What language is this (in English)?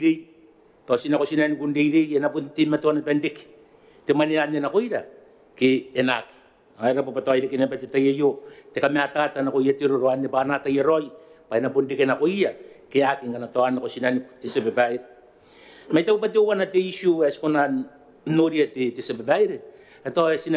Gilbertese